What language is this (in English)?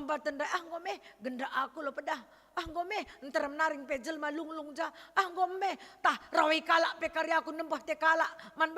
Batak Karo